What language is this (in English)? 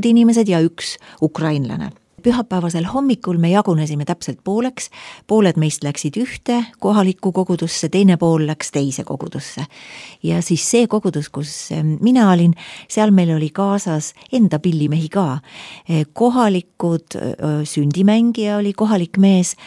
Estonian